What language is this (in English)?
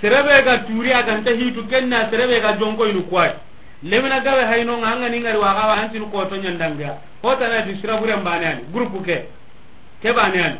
Soninke